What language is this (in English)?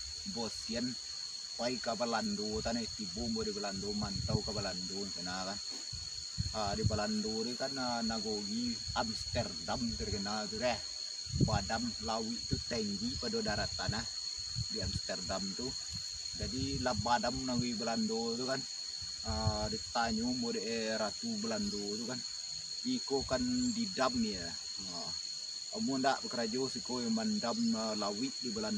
Minangkabau